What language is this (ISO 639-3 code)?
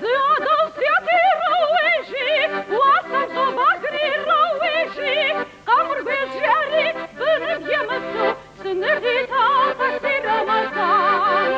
kbd